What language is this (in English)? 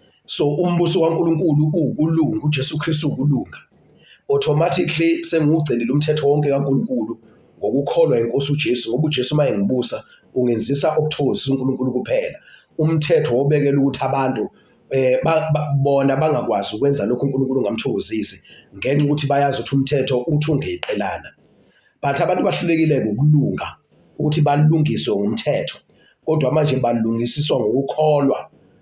Zulu